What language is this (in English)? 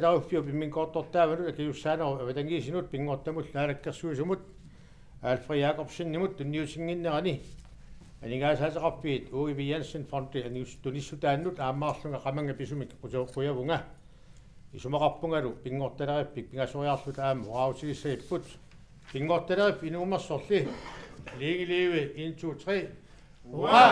Kalaallisut